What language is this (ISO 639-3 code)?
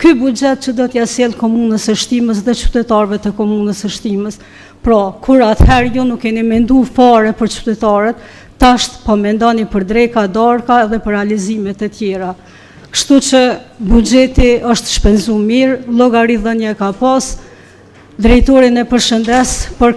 sqi